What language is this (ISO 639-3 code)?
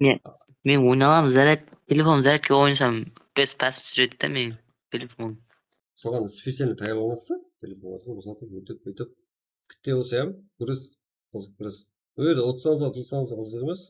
kaa